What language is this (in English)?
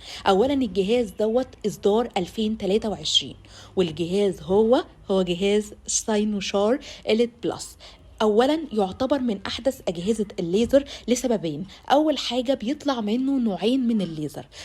Egyptian Arabic